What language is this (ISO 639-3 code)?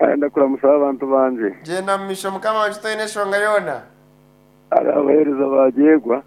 nyn